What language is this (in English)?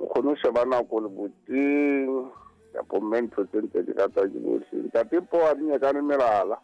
Southern Sotho